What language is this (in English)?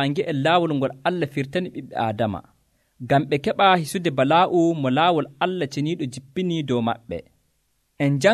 Nigerian Fulfulde